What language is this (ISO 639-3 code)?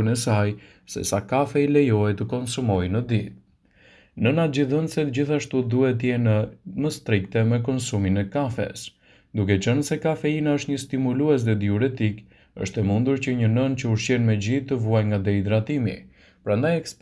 sqi